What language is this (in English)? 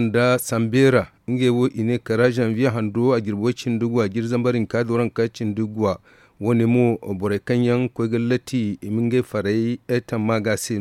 Zarma